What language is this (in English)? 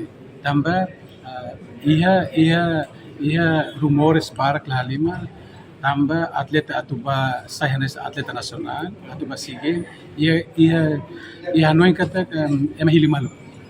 Tetum